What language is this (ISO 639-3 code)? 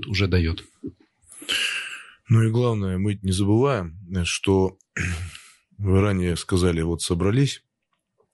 rus